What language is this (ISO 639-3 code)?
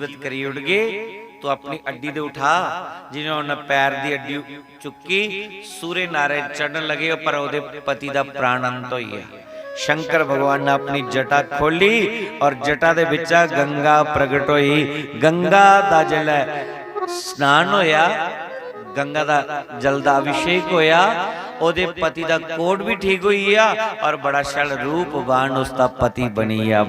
doi